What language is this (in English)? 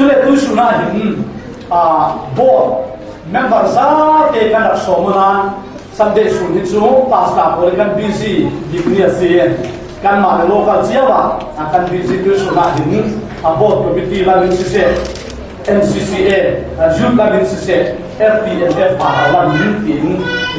Falam Chin